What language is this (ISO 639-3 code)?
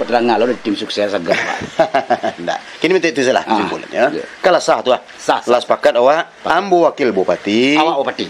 min